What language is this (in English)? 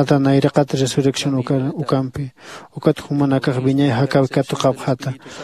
Aymara